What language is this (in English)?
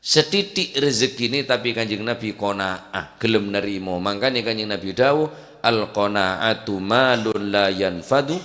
Madurese